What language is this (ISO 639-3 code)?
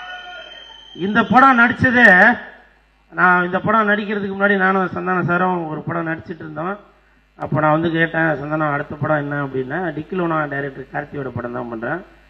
tam